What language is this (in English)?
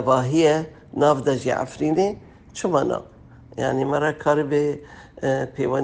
Kurdish